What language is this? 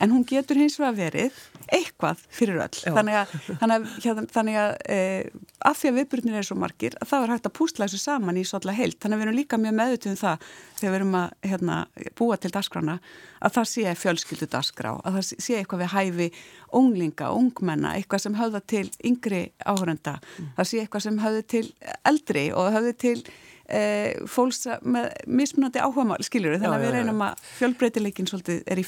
Icelandic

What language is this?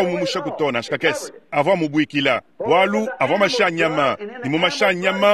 Luba-Lulua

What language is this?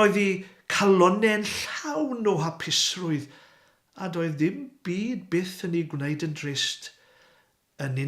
Welsh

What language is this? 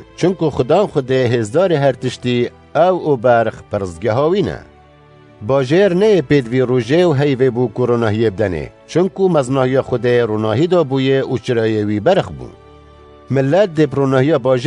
Kurdish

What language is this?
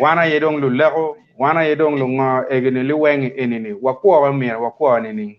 Acoli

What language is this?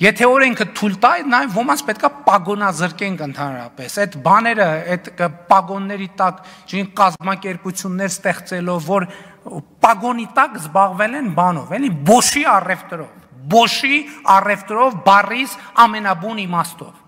Armenian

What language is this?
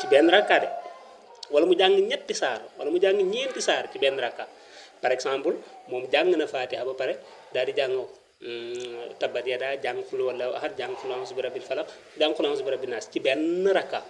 Wolof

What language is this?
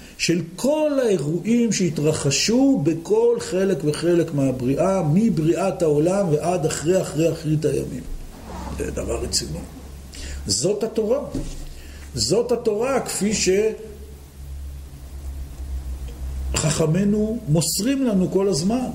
Hebrew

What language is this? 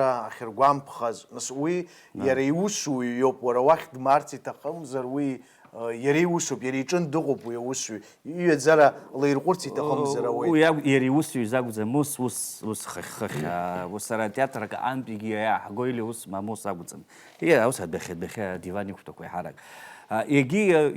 Abkhazian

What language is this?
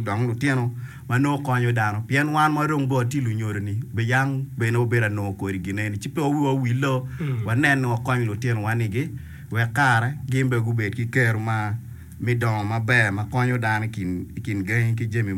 Acoli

